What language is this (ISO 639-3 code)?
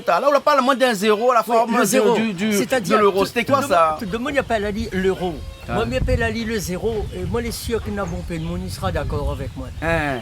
rcf